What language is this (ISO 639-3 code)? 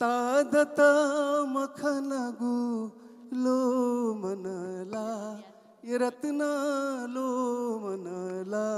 new